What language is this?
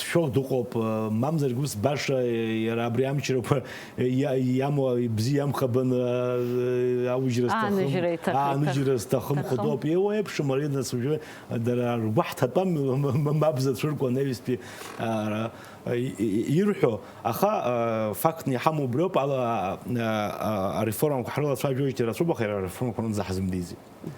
Abkhazian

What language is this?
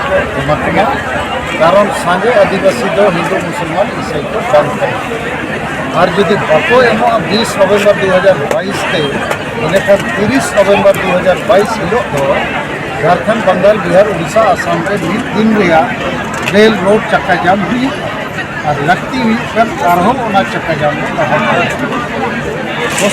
Santali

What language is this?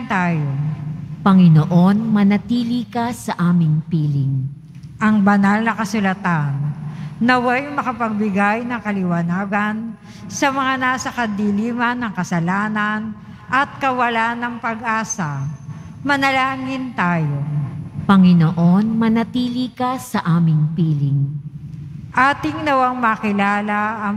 Filipino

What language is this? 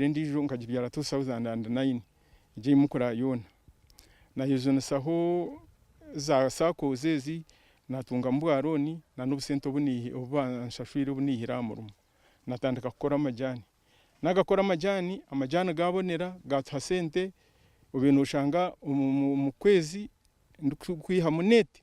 Nyankole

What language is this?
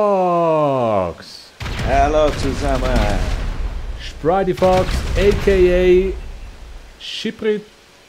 Swiss German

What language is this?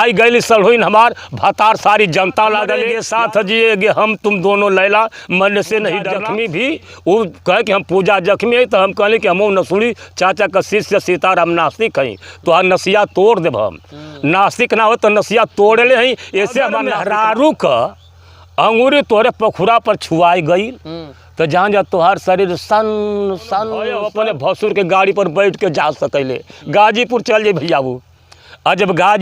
Bhojpuri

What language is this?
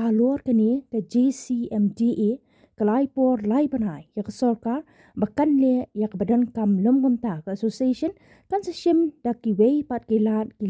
Khasi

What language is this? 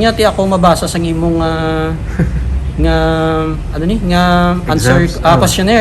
Hiligaynon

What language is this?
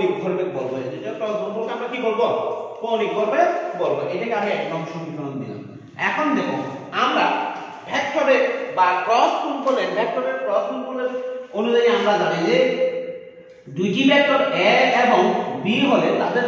Bangla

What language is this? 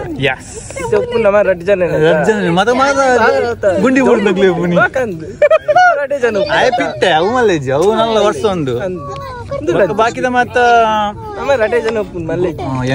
Tulu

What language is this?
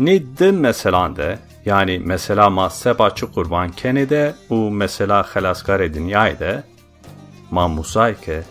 Zaza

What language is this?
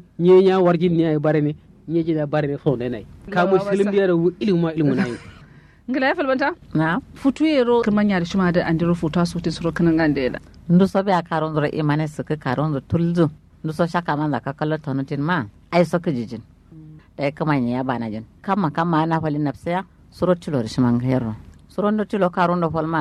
Kanuri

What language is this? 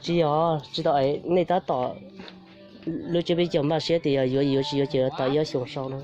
Hmong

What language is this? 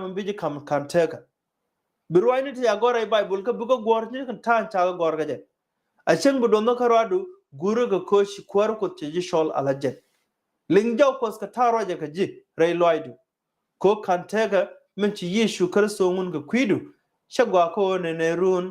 Nuer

